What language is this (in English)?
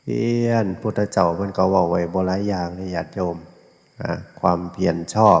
Northeastern Thai